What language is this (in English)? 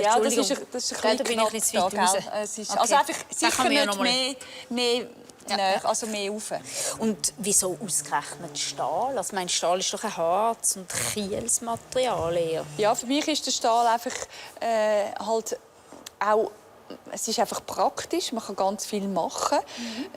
Swiss German